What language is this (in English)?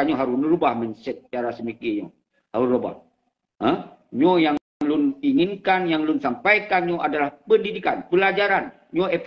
Achinese